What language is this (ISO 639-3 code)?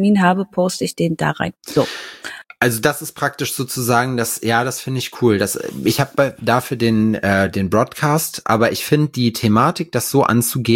deu